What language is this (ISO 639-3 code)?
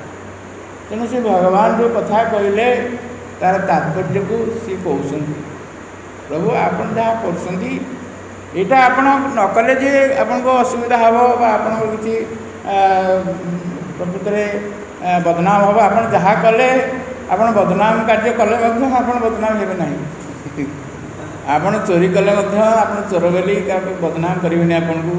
ori